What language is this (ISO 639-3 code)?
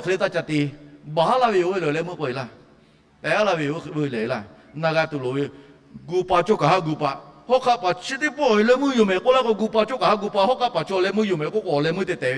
lhu